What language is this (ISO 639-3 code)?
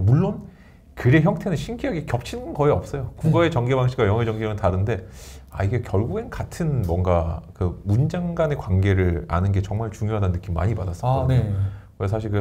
kor